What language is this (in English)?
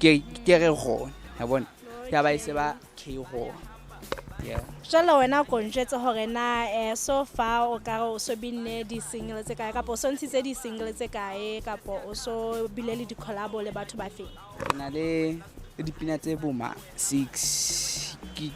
Southern Sotho